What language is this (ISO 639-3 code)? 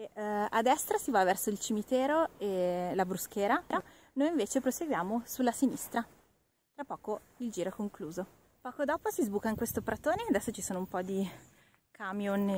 ita